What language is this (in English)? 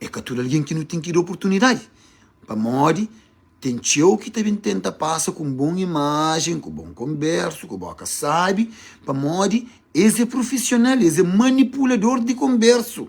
Kabuverdianu